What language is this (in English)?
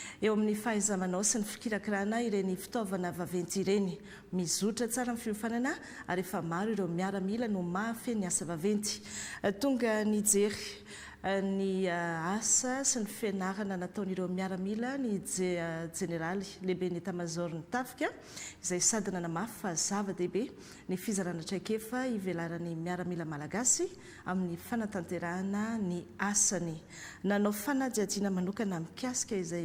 Malagasy